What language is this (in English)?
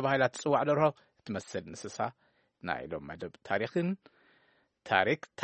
Tigrinya